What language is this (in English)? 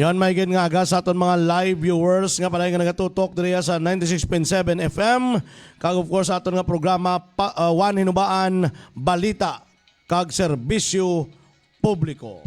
Hiligaynon